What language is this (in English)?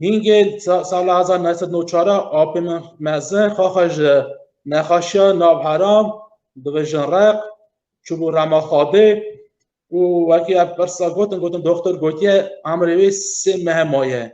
Kurdish